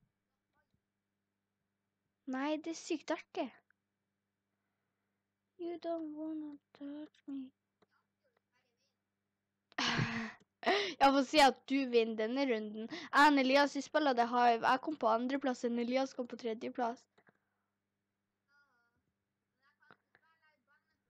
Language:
Norwegian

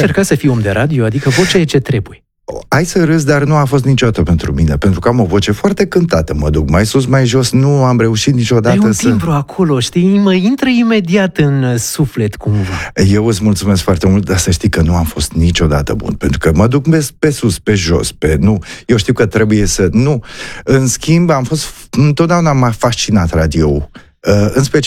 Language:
Romanian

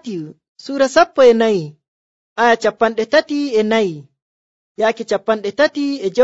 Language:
Nigerian Fulfulde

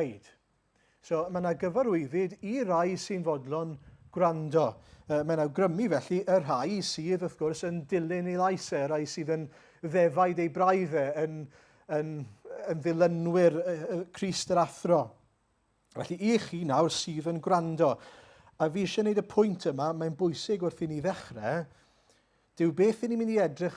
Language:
Welsh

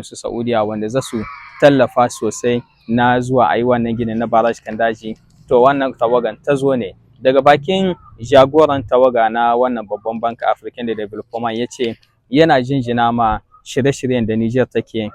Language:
Hausa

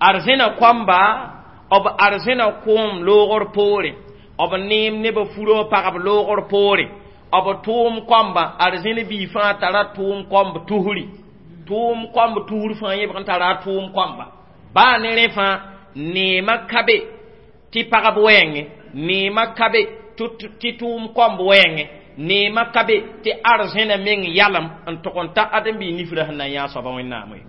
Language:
Mossi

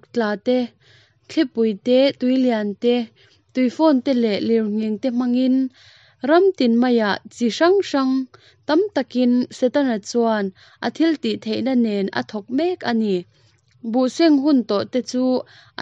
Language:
Mizo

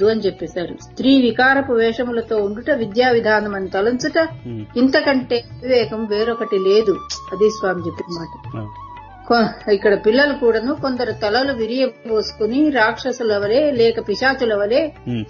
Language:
Telugu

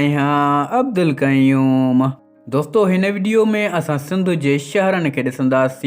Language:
Sindhi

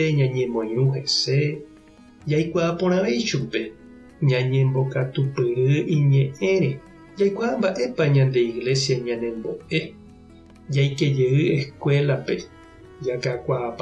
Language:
Guarani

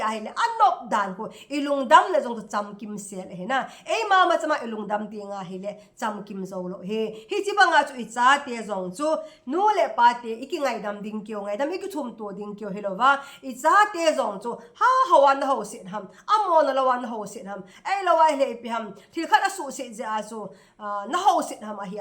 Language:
Thado Chin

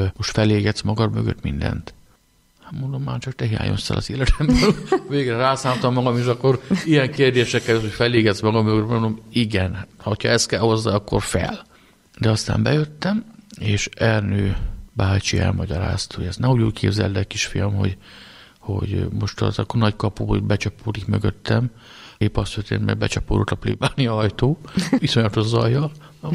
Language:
Hungarian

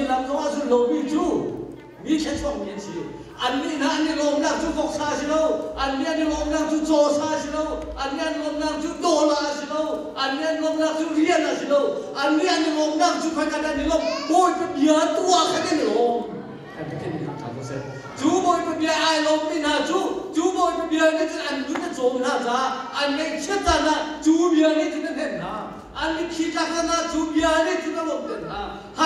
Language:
Hakha Chin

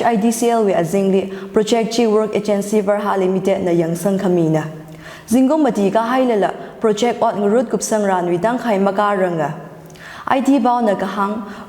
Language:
Tangkhul Naga (India)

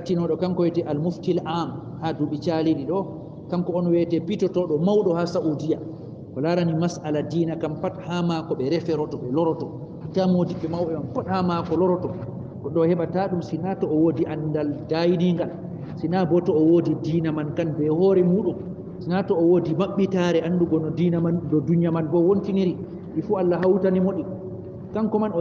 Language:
Fula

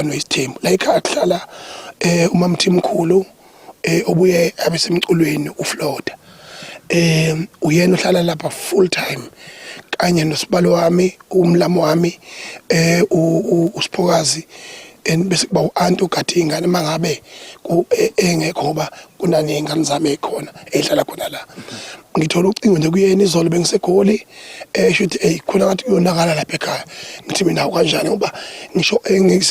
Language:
Zulu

